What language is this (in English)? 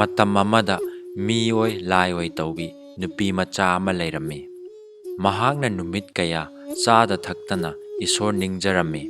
Manipuri